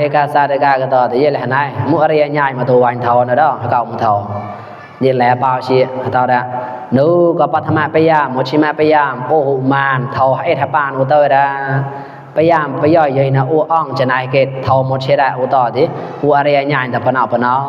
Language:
Mon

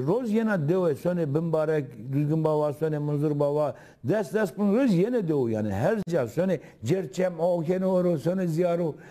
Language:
Zaza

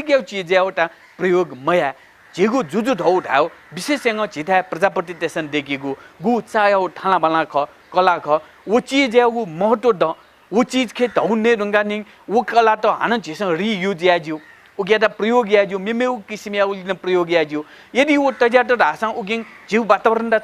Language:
Newari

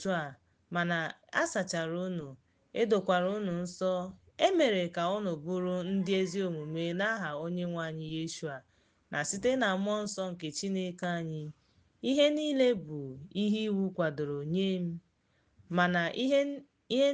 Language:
Igbo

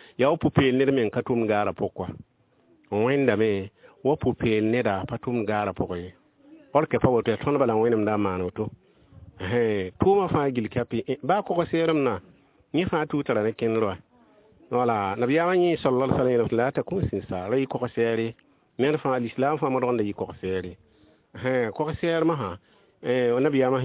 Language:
Mossi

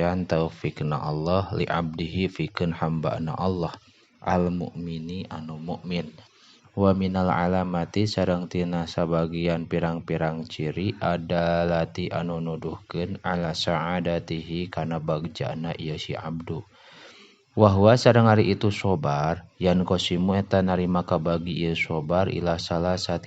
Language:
Sundanese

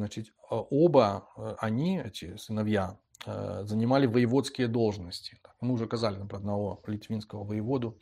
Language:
Belarusian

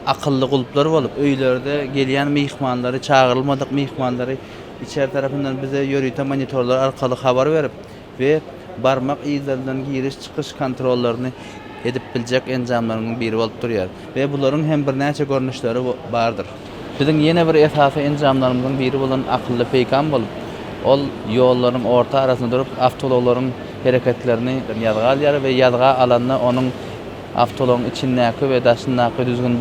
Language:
Turkmen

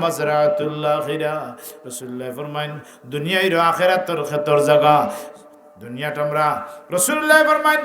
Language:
Sylheti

